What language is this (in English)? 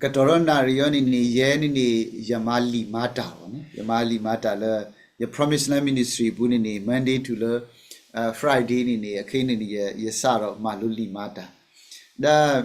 S'gaw Karen